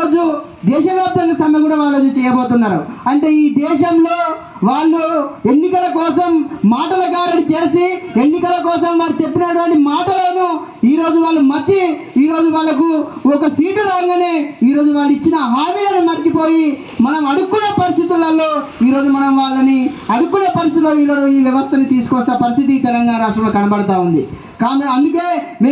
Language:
Telugu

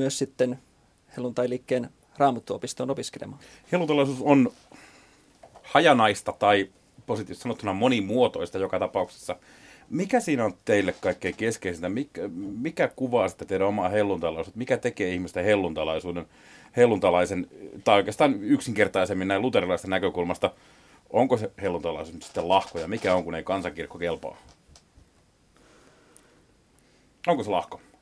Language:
Finnish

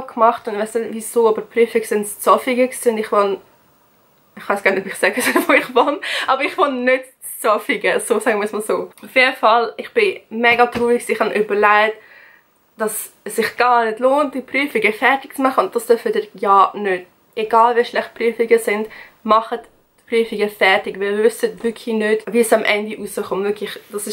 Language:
Swiss German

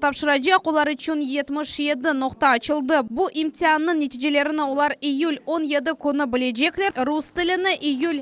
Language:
Crimean Tatar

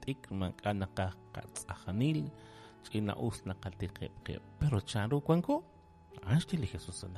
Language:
Kekchí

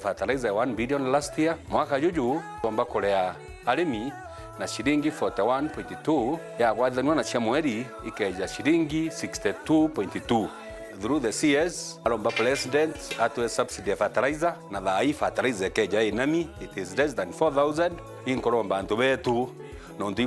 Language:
Meru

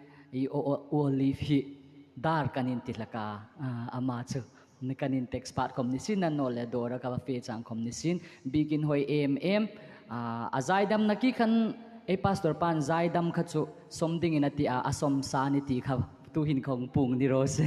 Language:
Hmar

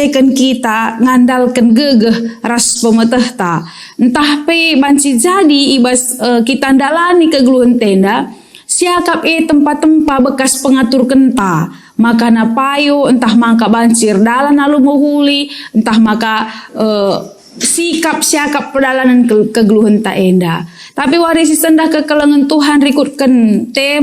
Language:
Batak Karo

